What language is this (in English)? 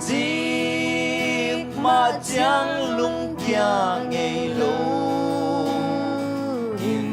Tedim Chin